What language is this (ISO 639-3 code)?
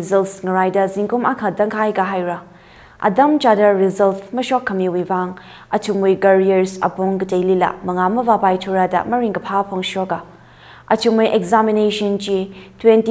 nmf